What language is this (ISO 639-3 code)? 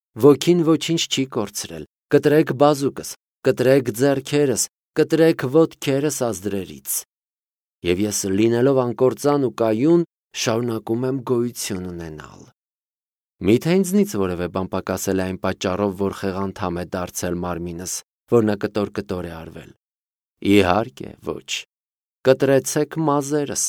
hye